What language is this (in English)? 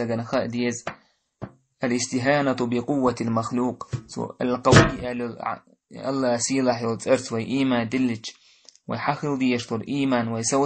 Chechen